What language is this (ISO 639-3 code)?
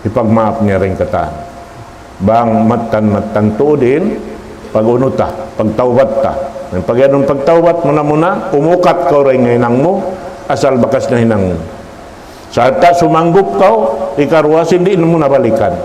tsg